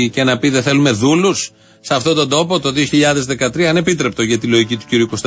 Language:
Greek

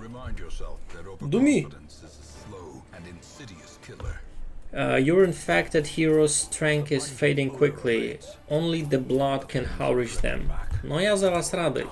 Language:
Rusyn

